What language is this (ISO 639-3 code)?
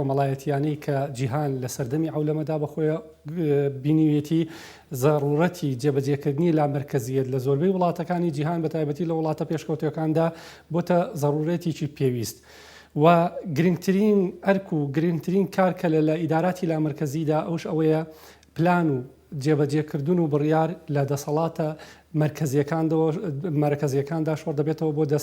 ckb